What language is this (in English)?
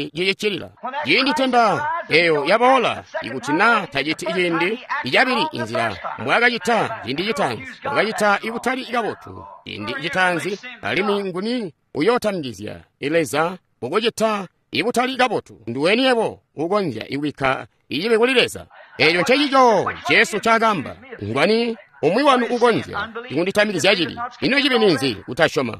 Tonga (Zambia)